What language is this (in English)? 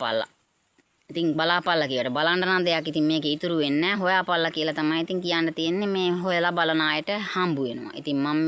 Sinhala